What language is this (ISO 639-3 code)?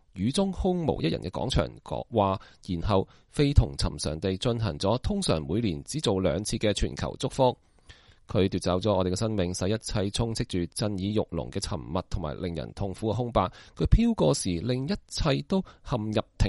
yue